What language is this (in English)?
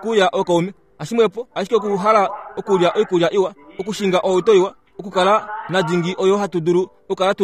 Kuanyama